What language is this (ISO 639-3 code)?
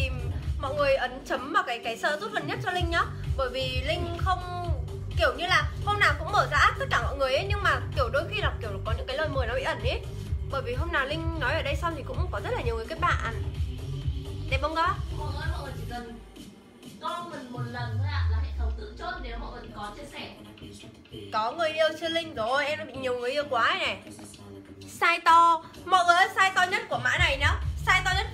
vie